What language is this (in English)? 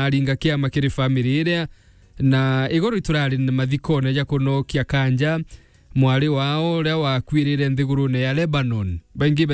Meru